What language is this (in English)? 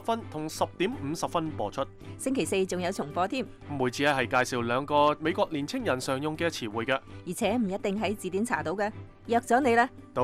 Cantonese